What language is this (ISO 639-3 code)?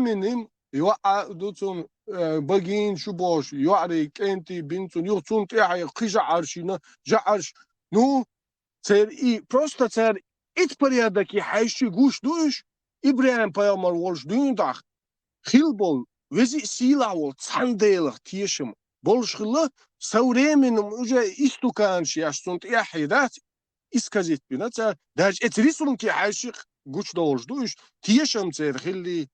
che